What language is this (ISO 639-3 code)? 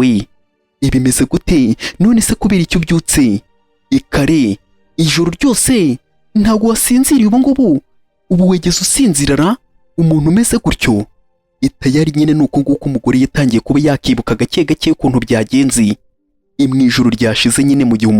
kin